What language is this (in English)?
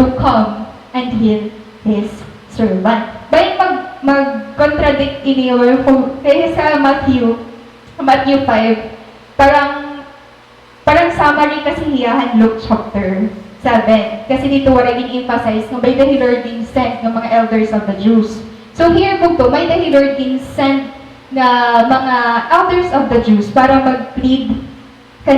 Waray